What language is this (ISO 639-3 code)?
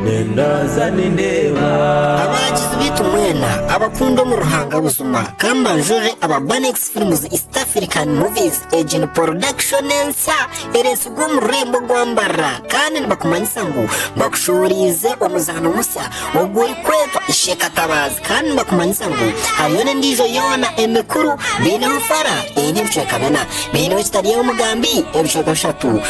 nyn